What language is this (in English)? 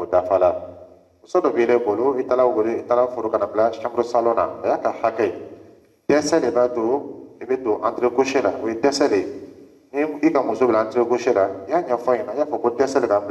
Dyula